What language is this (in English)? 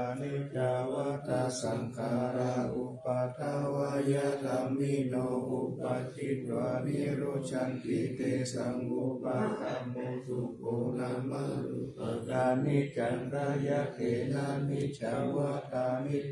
Pali